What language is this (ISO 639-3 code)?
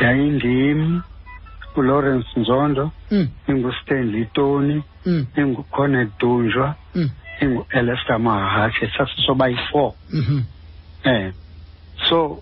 xho